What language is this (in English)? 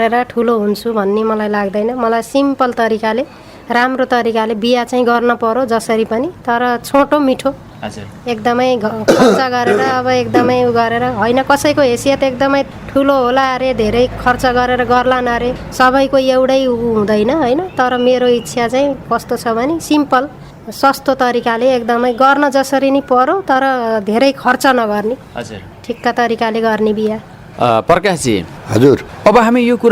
Nepali